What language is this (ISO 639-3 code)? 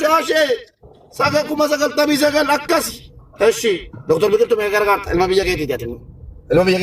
orm